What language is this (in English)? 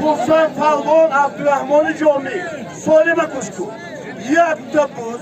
Tajik